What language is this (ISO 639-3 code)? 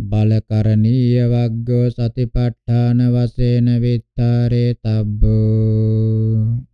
pli